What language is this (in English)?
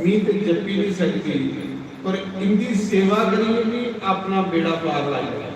Dogri